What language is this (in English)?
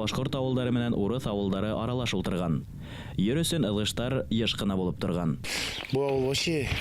Bashkir